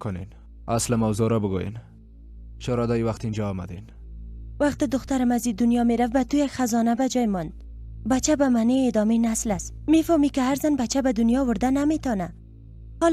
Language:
Persian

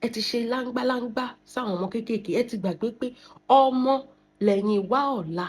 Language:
Yoruba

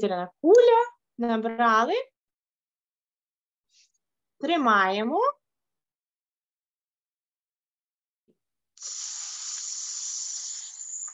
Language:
Ukrainian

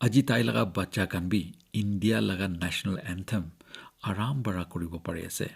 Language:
Naga Pidgin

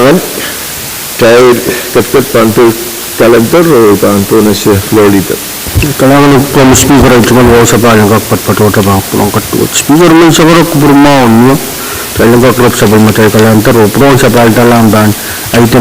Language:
Pohnpeian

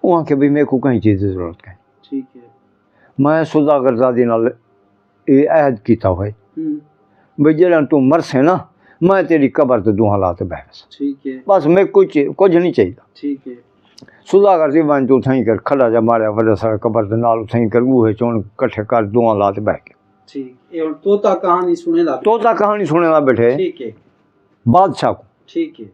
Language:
Saraiki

